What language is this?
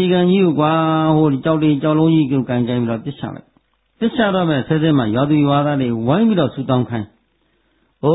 Burmese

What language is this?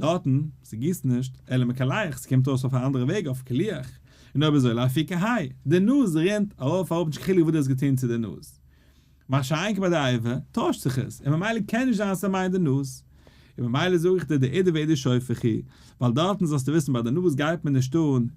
Yiddish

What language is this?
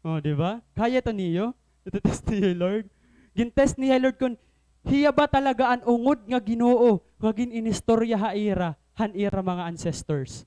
Waray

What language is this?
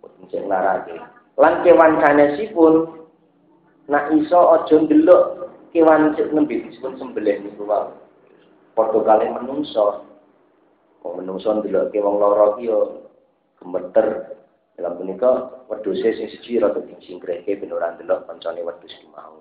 Javanese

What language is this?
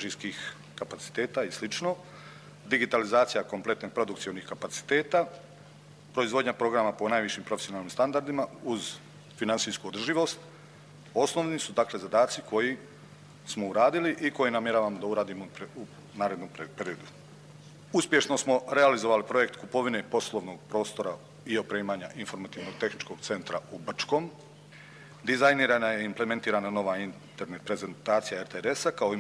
Croatian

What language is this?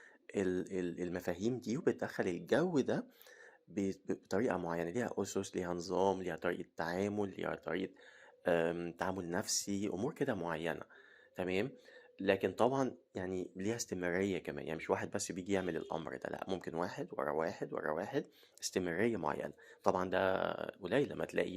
Egyptian Arabic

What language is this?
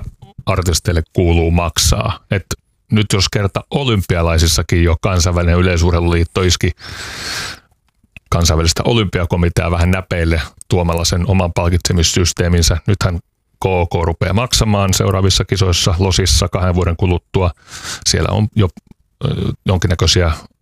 Finnish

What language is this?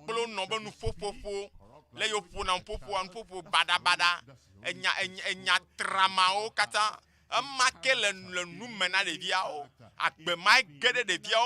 Ewe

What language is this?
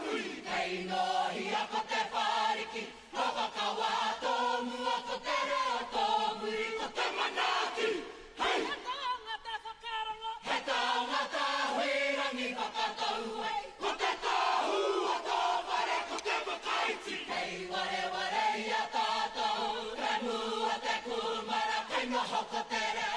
Māori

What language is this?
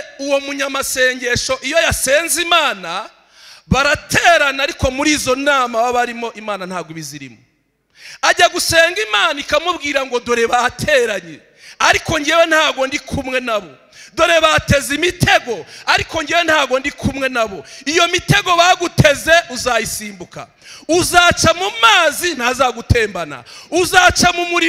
Kinyarwanda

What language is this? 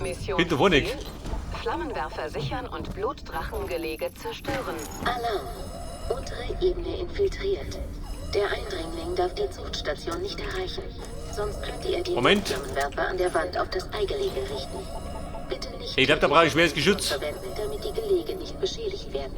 Bavarian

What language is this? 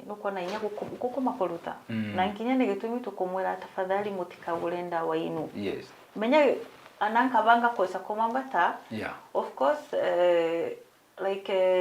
Meru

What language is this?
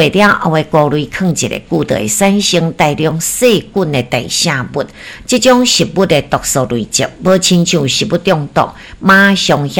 Min Nan Chinese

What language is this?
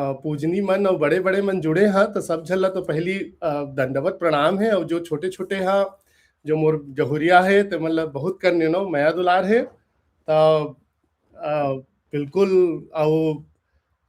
Chhattisgarhi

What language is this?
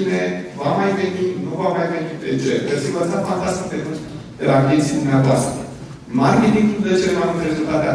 Romanian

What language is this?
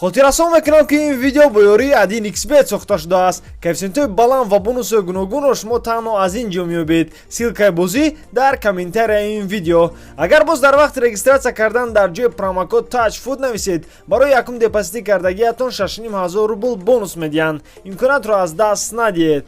Tajik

